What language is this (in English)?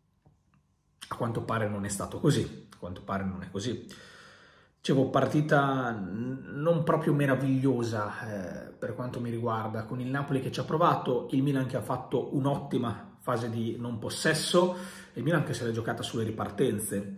Italian